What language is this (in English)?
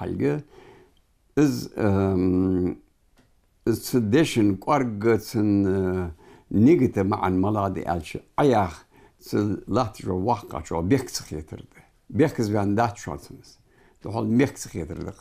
Ingush